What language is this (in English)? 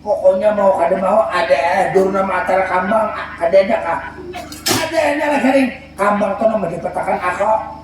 Banjar